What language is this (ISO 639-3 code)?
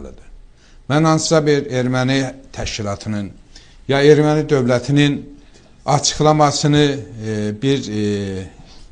aze